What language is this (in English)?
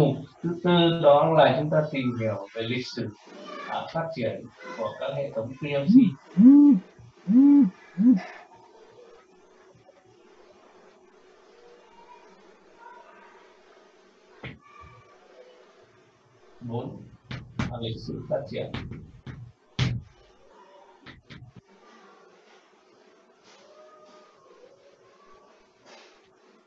Vietnamese